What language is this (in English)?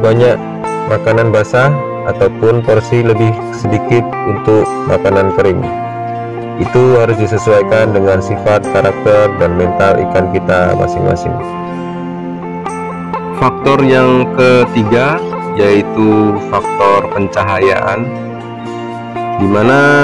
Indonesian